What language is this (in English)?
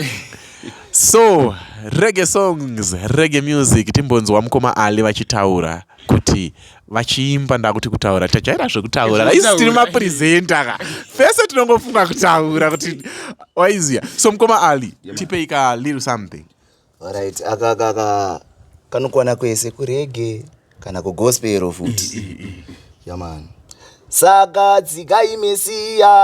Shona